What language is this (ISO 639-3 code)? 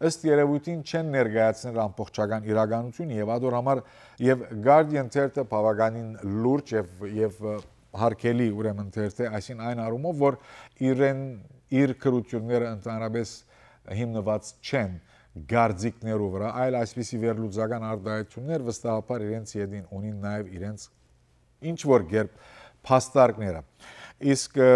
hyw